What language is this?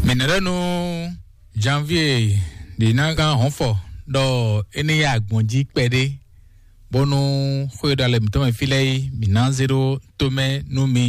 Fon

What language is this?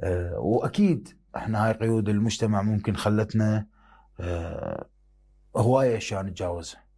Mesopotamian Arabic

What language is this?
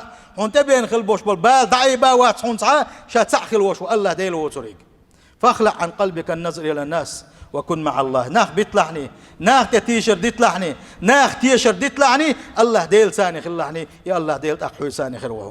Chechen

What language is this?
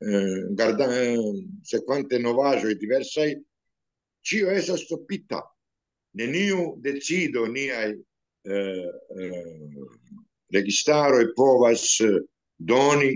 Esperanto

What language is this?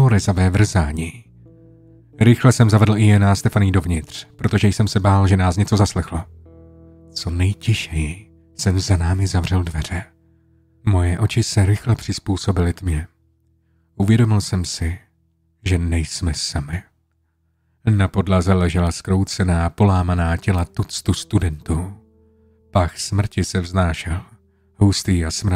Czech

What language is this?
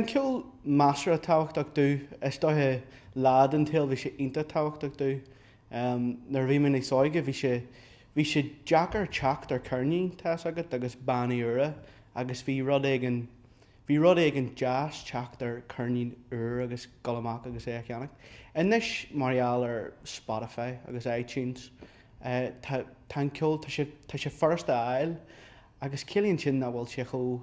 Irish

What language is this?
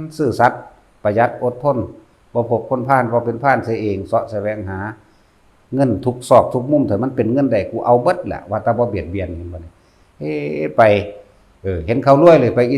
Northeastern Thai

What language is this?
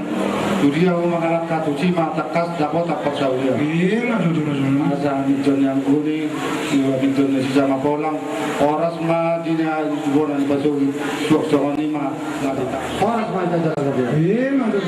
Batak Toba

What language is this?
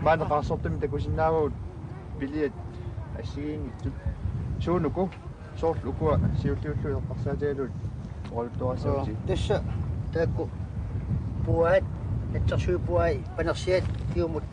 Kalaallisut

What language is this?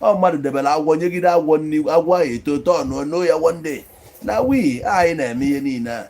Igbo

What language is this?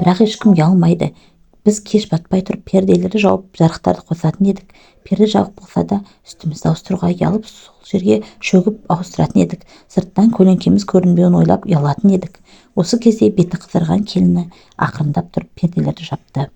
Kazakh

